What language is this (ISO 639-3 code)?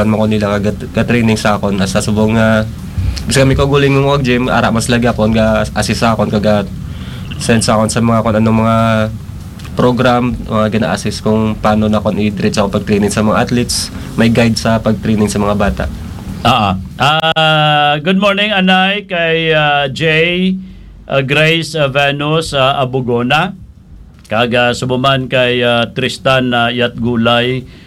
hil